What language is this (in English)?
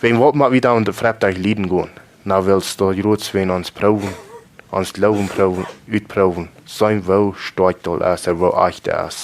Plautdietsch